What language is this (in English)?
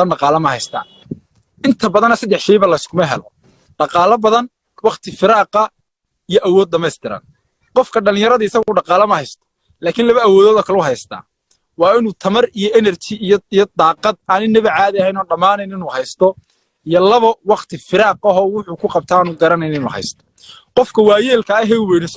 Somali